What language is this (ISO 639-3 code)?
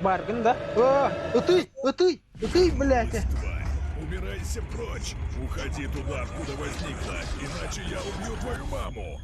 sah